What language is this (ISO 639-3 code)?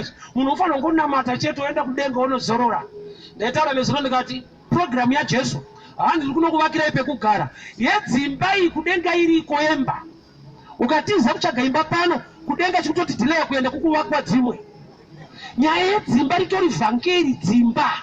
sna